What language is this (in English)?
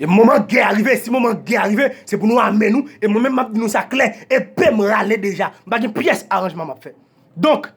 Haitian Creole